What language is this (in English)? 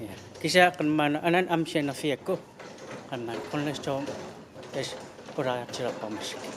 Kalaallisut